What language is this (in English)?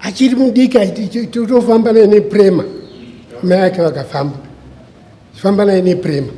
Shona